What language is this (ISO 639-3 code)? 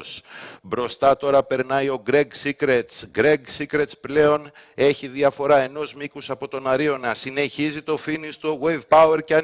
ell